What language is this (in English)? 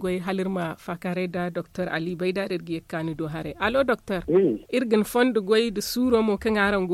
Zarma